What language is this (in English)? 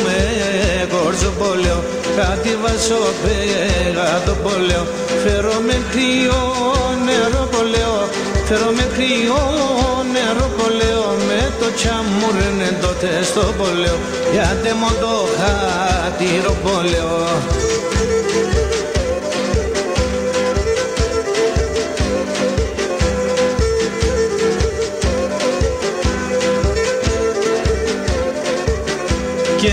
Greek